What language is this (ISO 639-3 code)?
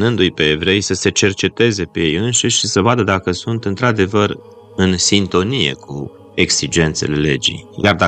ron